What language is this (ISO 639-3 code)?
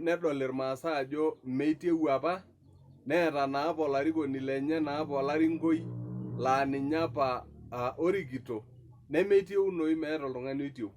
mas